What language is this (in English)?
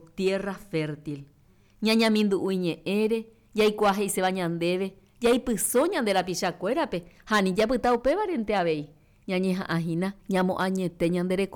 Guarani